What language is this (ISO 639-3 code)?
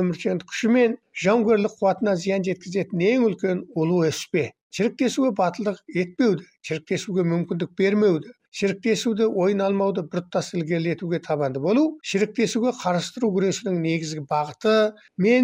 kaz